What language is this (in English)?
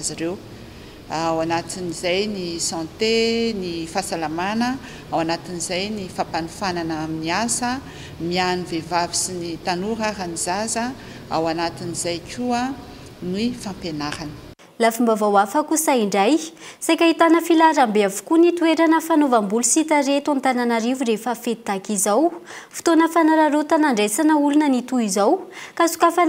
Malagasy